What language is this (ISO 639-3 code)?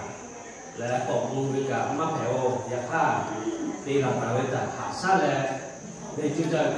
lhu